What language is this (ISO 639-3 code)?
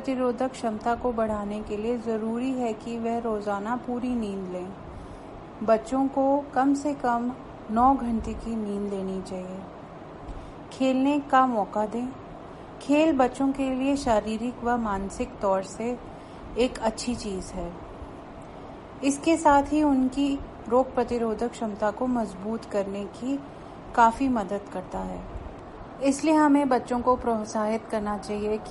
hin